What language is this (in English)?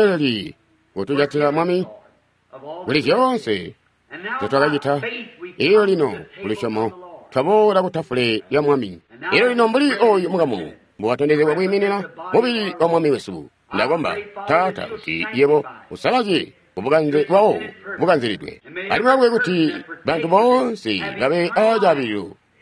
Tonga (Zambia)